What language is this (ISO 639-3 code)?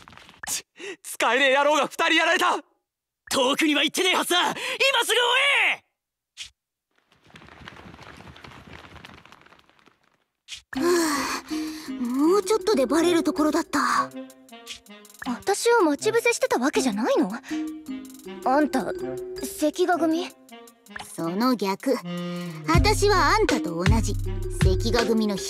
jpn